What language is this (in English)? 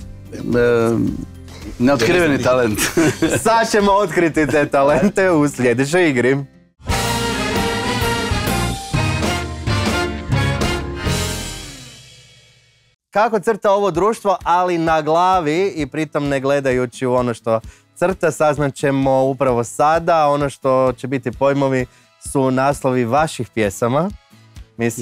Croatian